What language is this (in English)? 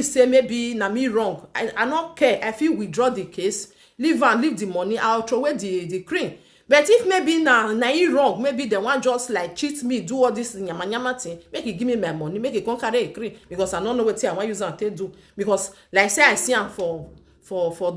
Nigerian Pidgin